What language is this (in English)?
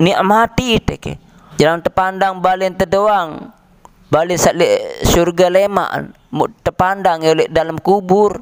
Sasak